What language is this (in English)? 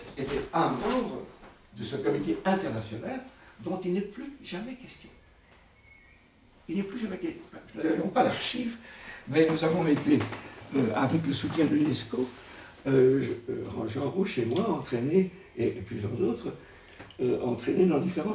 French